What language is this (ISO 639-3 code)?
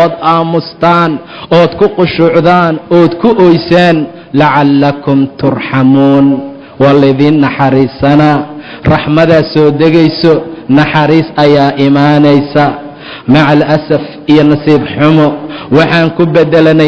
som